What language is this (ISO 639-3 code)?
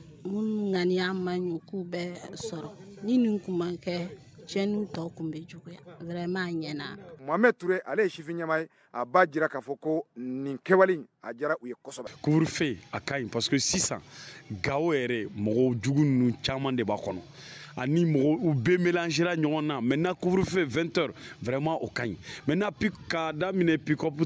bam